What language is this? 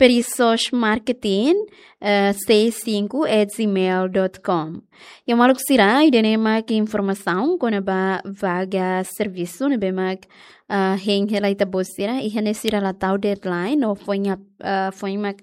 Tetum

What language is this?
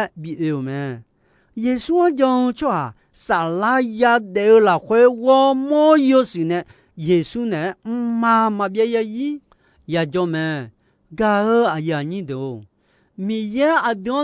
Akha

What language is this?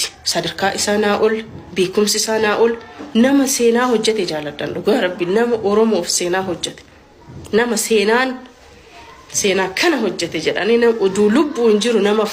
Oromo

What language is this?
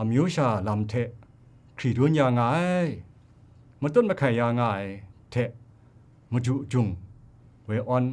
Kachin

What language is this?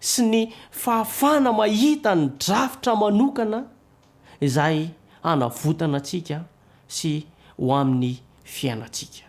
Malagasy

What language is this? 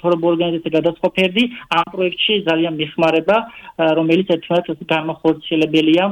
Georgian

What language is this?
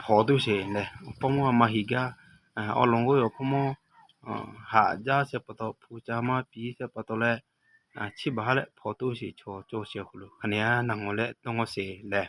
Lahu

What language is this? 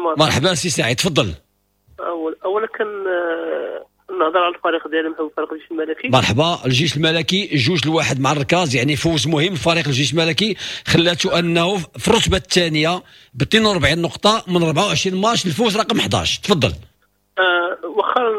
Moroccan Arabic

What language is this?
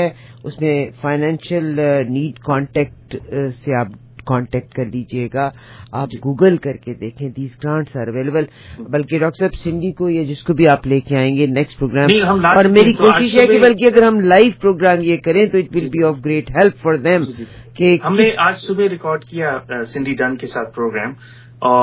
Urdu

